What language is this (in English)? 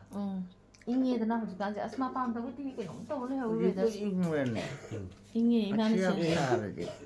Manipuri